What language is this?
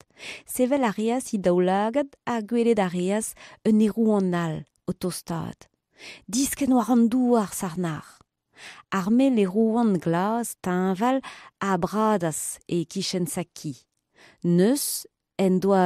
Breton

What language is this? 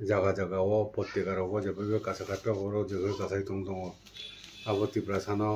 Kok Borok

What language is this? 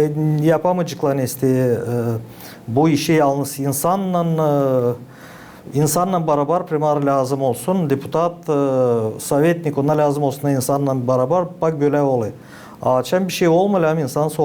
Gagauz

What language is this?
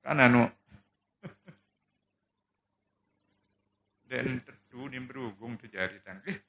Sasak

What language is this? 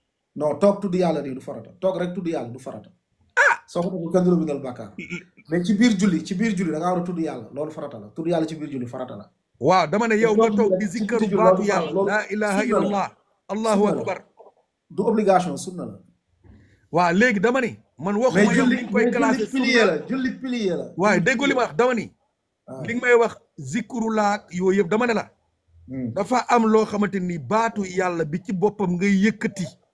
Wolof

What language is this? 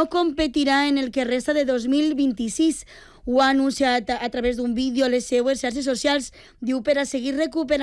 Catalan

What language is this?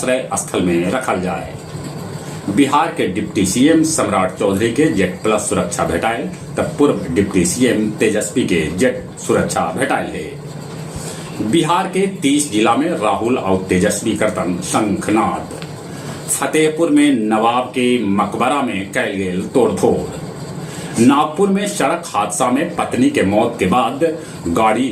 Magahi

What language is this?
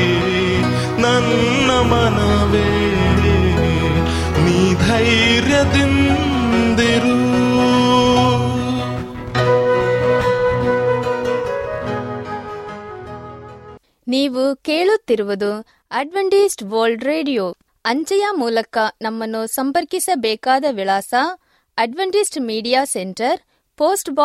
Kannada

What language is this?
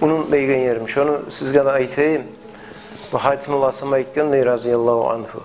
Kumyk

